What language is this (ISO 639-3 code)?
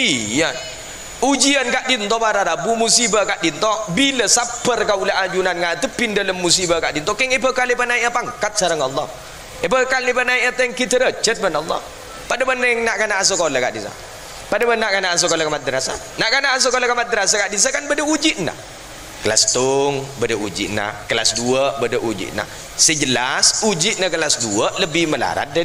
mad